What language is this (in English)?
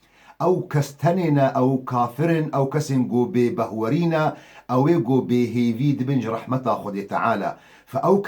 Kurdish